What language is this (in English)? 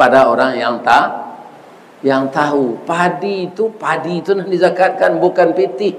Minangkabau